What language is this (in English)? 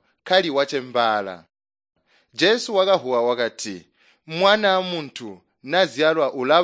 Tonga (Zambia)